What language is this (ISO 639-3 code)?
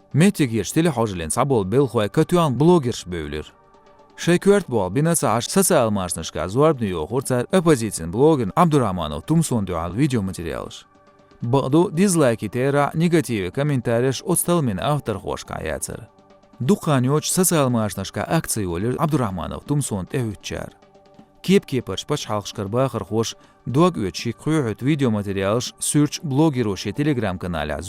che